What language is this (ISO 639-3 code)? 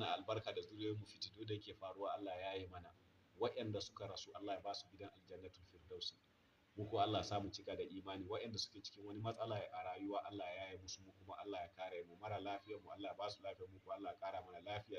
hau